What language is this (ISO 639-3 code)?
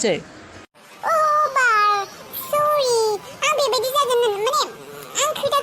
brx